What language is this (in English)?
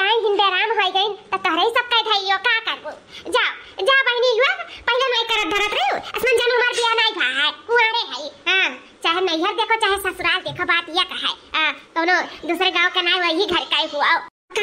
Awadhi